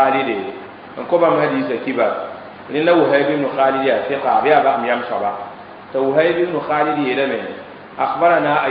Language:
Mossi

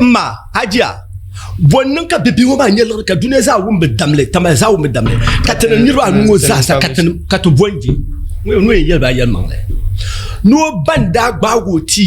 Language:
Dagbani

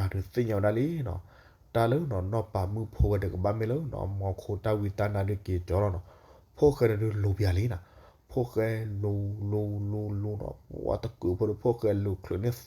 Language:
S'gaw Karen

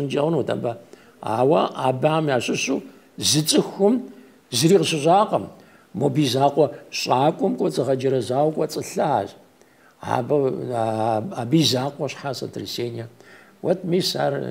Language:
Kabardian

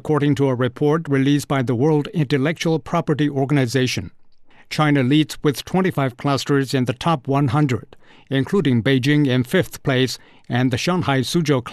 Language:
English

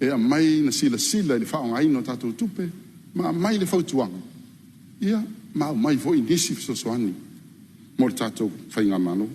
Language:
Samoan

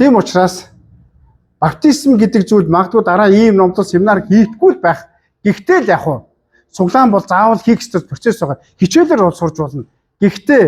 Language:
Mongolian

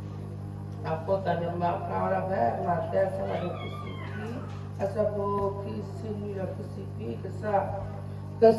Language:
S'gaw Karen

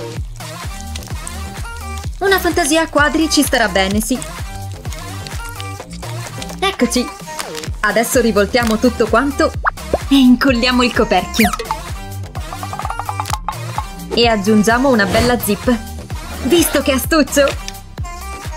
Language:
Italian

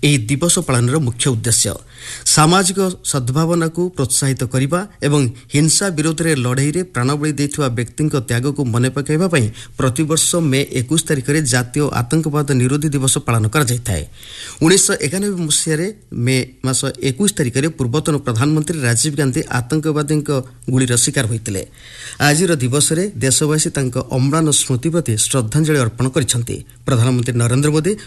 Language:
Odia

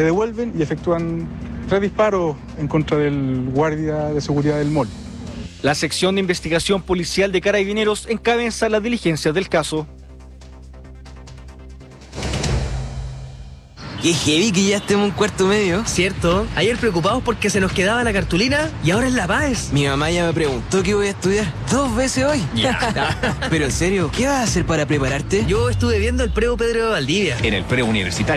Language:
Spanish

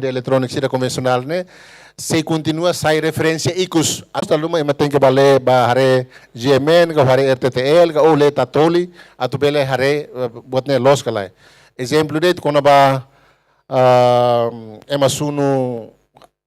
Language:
Tetum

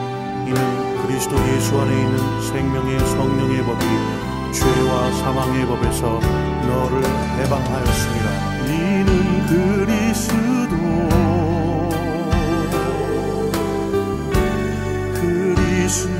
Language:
Korean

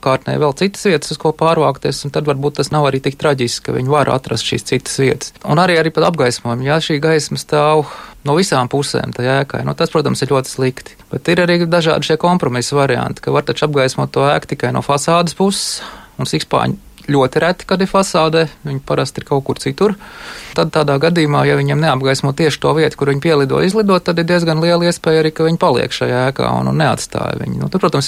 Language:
Latvian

